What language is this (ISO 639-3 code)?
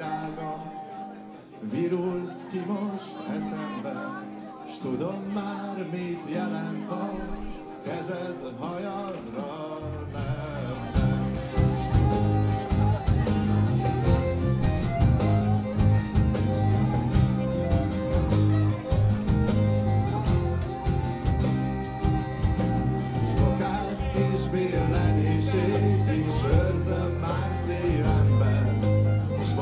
hun